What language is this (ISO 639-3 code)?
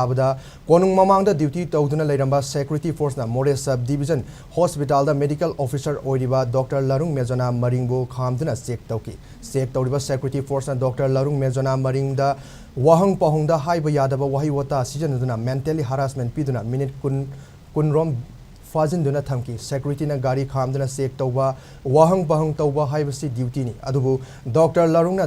mni